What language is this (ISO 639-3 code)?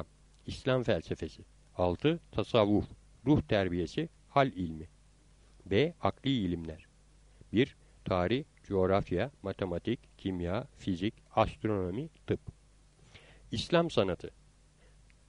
tur